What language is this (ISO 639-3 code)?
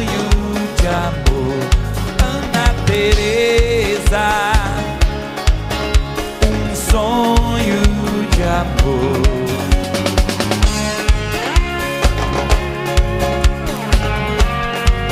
por